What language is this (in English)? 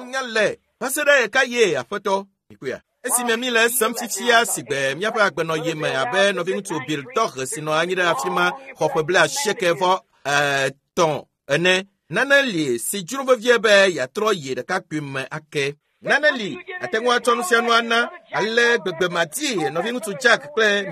Ewe